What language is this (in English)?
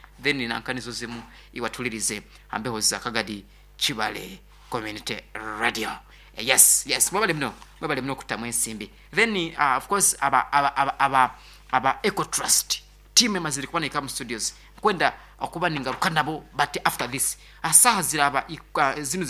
Nyankole